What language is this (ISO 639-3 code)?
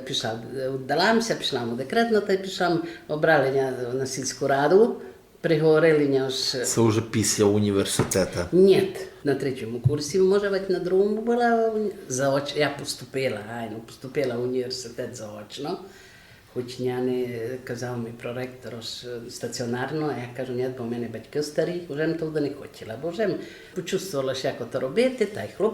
rue